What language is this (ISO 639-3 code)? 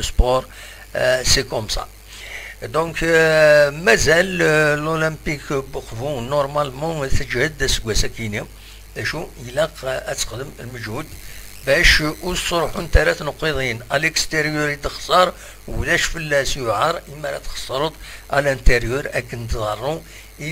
kab